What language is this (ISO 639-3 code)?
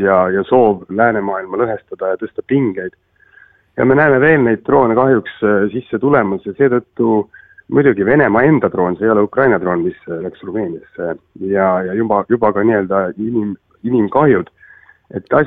est